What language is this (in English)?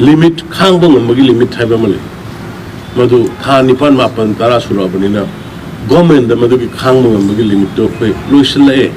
Manipuri